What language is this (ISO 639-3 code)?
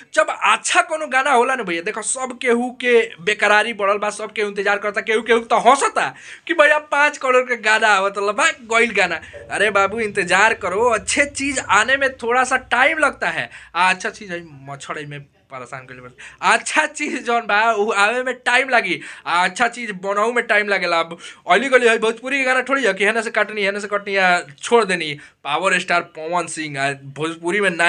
bho